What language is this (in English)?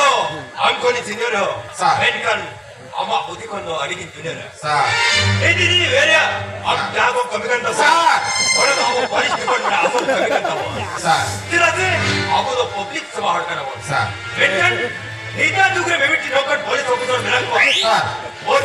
Santali